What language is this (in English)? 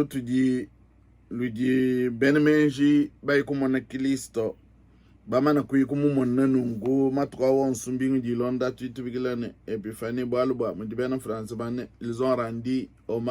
Luba-Lulua